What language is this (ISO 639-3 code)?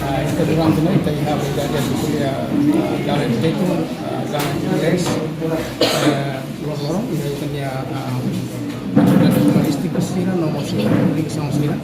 tet